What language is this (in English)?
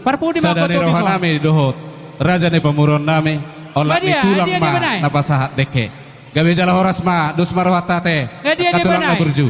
Batak Toba